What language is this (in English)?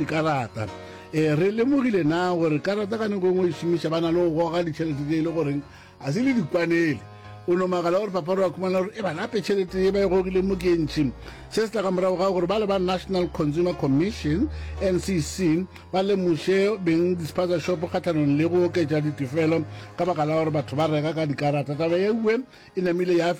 Northern Sotho